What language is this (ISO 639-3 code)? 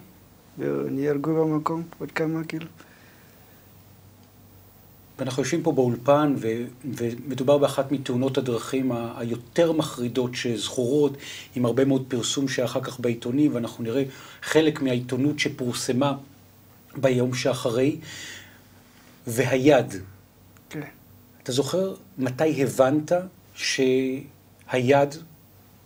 heb